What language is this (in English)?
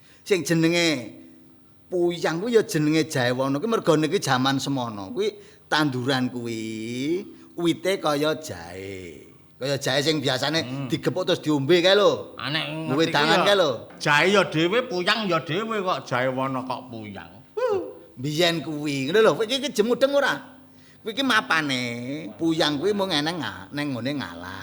Javanese